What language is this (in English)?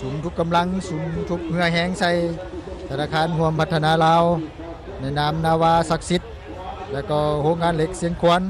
Lao